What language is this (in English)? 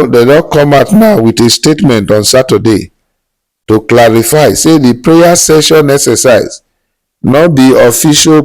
Nigerian Pidgin